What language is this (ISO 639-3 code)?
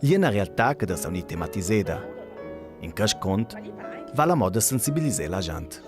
lld